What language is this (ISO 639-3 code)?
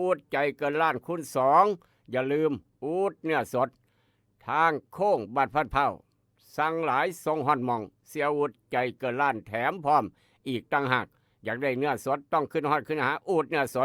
tts